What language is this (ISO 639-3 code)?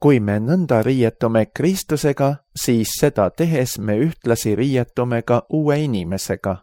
est